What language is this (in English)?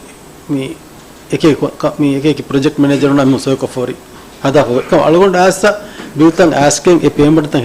Divehi